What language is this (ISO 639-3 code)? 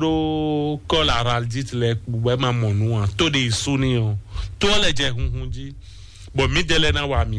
fon